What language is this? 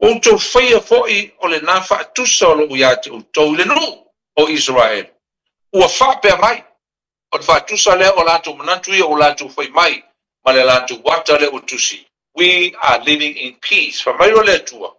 Samoan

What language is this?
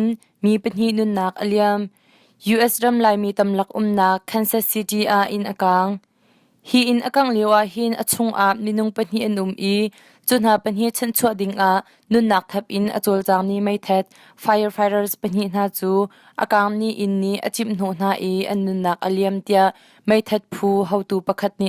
Hakha Chin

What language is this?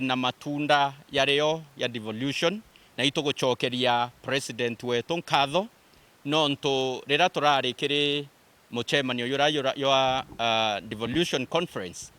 Meru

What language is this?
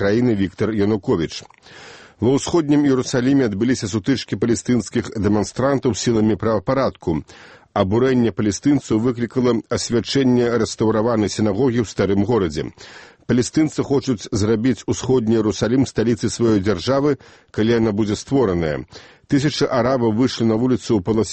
Belarusian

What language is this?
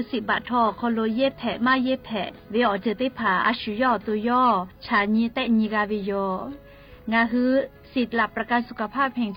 Lahu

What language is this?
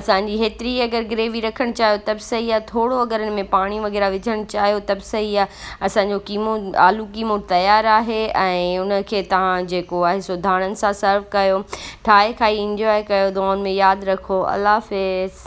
Sindhi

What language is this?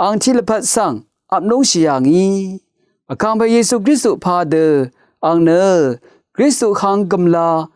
Rawang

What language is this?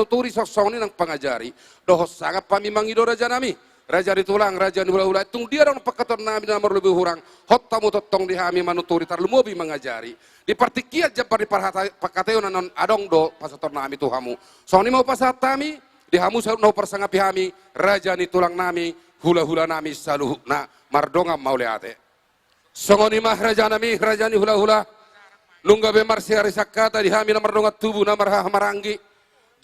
Batak Toba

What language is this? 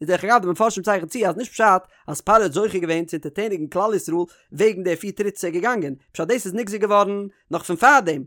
Yiddish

